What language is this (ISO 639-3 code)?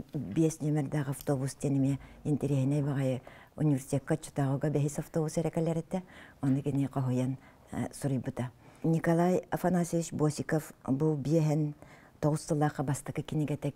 sah